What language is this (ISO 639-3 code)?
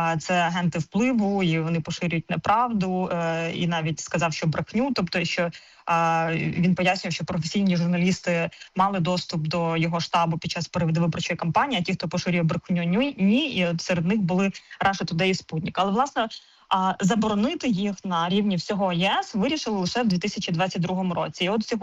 ukr